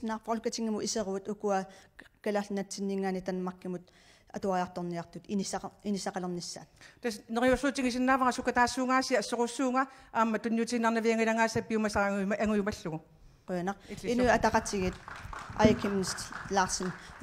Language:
Kalaallisut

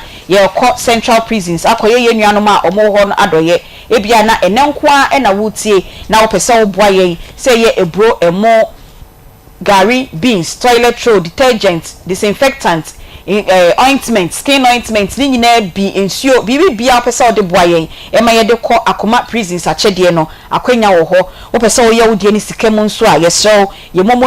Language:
Akan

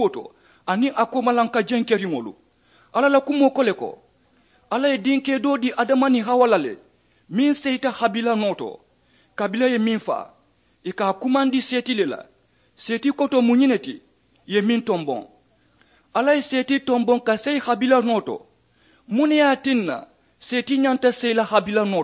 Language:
Mandingo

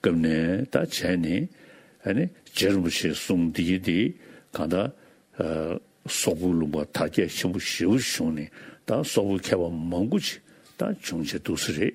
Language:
Tibetan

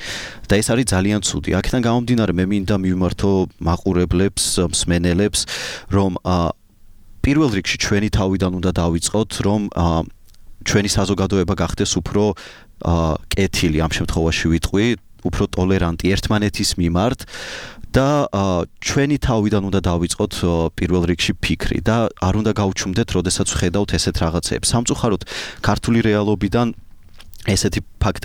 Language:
Georgian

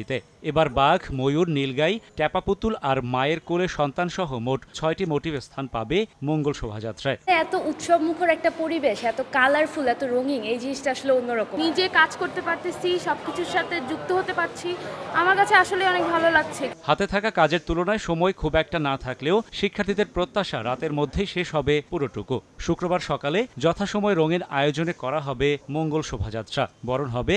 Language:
Bangla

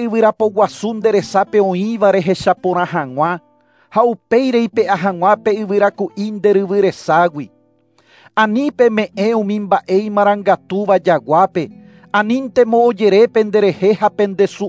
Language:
Guarani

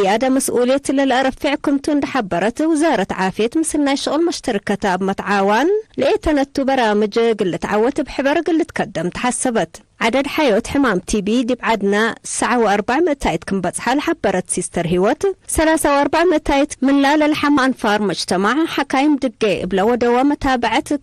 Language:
Tigre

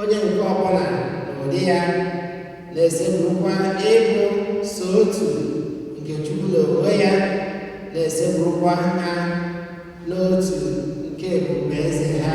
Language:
Igbo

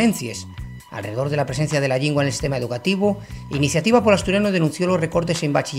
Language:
Asturian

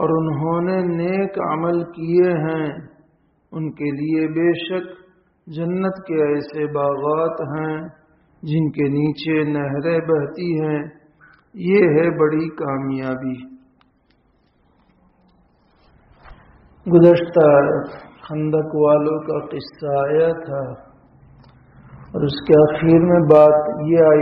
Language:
Urdu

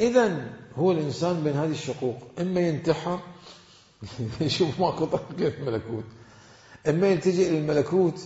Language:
Mesopotamian Arabic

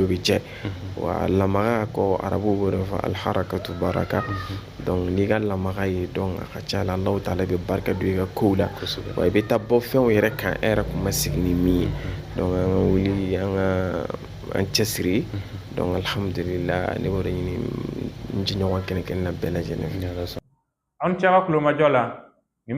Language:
Bambara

